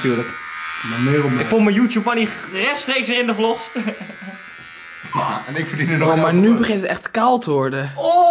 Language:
Dutch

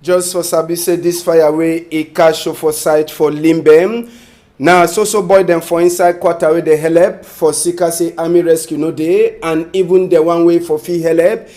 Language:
Cameroon Pidgin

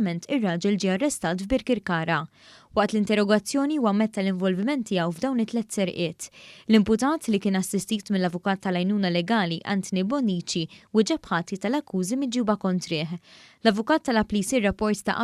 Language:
Maltese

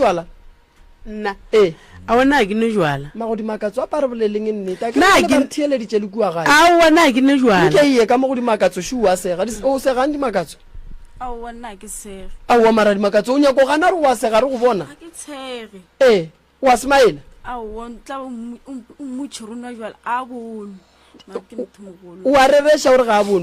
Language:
Northern Sotho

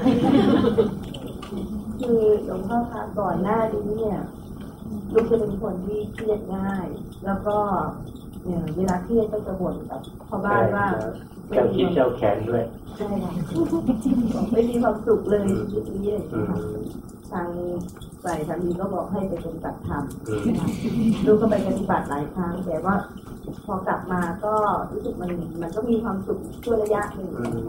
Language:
Thai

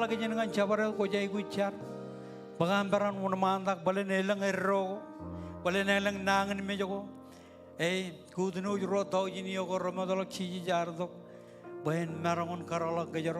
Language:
Marshallese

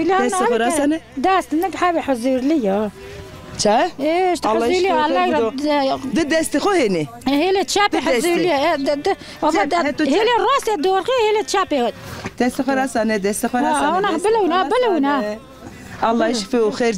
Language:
Zaza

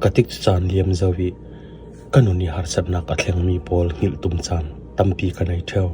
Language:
Falam Chin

